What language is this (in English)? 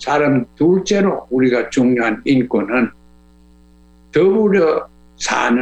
Korean